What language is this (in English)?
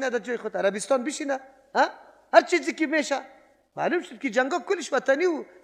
Persian